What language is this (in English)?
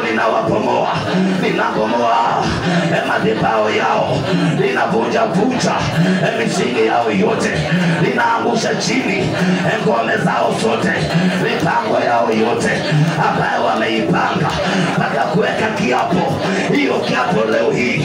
Swahili